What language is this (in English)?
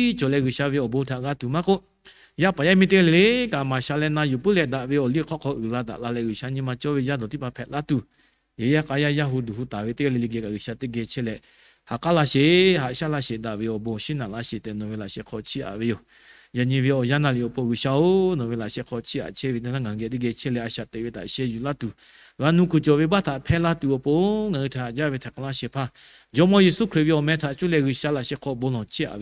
Lahu